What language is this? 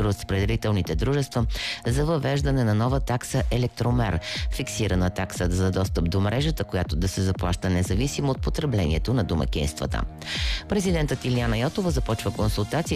Bulgarian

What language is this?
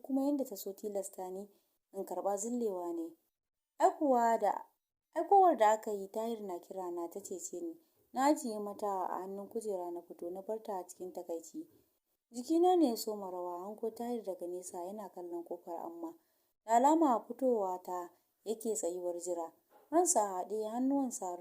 Hausa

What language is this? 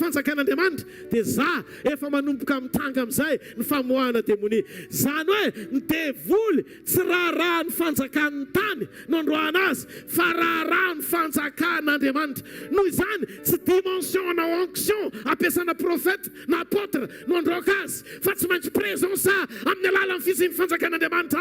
Malagasy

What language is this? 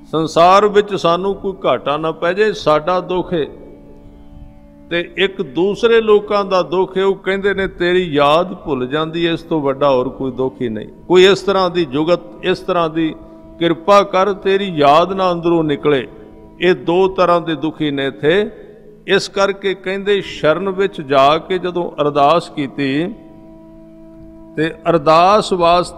Punjabi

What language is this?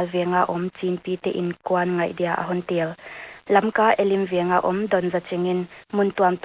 Paite Chin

